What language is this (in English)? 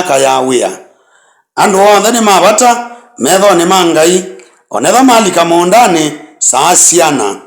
Kamba